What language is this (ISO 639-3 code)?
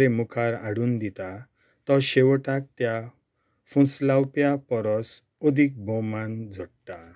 kok